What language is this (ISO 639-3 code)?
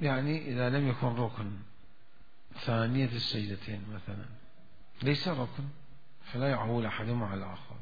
acm